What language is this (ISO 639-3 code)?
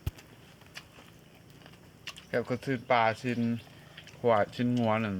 lao